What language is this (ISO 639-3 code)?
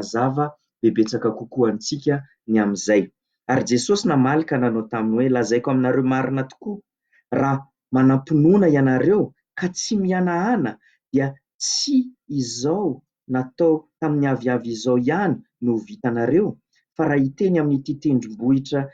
mlg